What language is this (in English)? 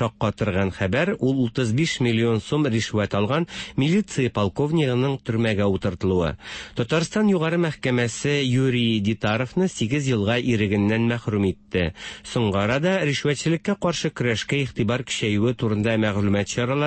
Tatar